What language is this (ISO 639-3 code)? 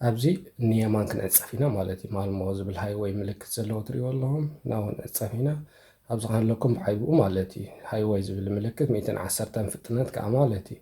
tir